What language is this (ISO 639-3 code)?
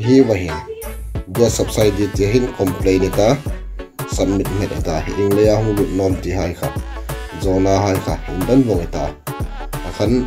hmr